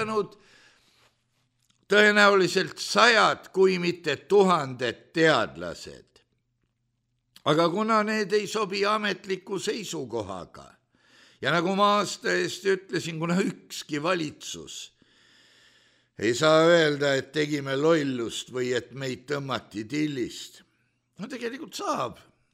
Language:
Estonian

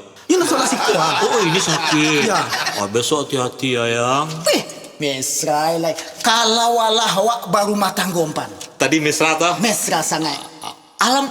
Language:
Minangkabau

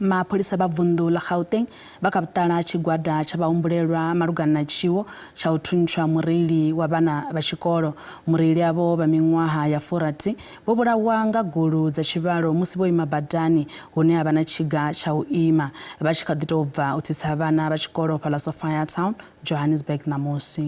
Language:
Venda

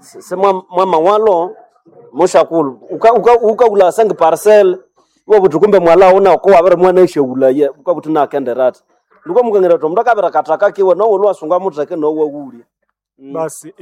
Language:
Nande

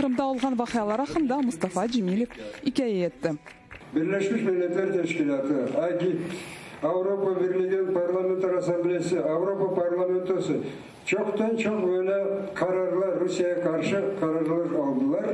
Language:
Crimean Tatar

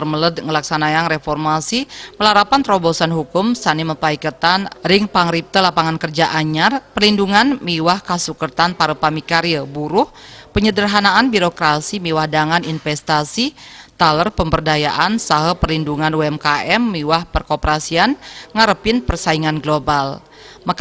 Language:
Balinese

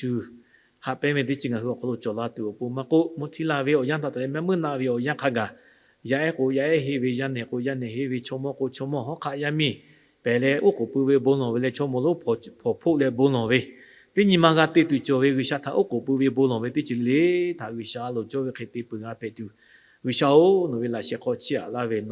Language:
Lahu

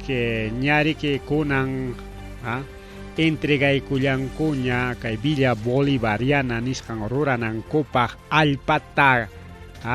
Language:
Ayacucho Quechua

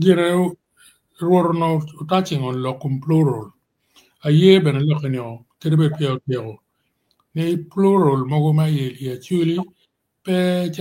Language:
Acoli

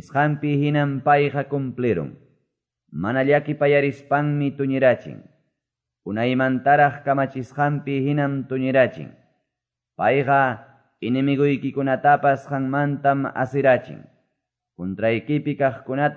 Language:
Quechua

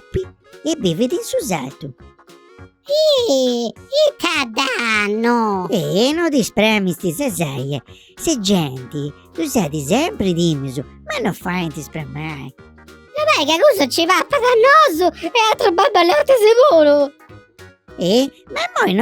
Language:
Sardinian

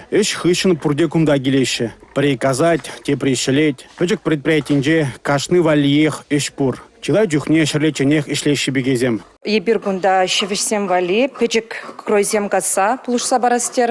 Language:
Chuvash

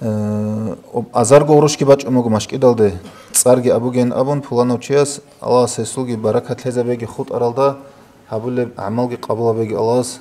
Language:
Avaric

